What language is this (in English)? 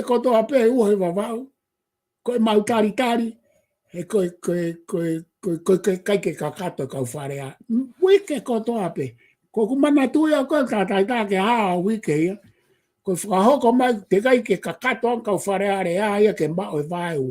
Tongan